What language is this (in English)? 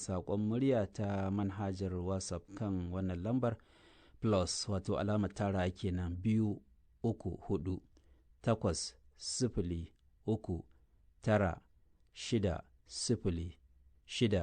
Hausa